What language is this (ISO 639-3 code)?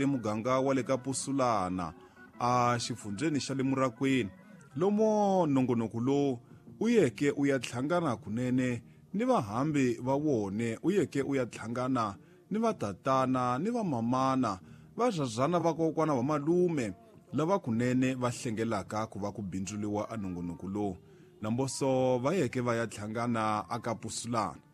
tso